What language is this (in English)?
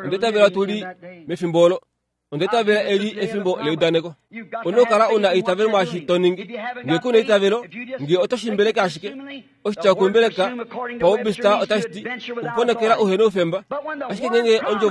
Kuanyama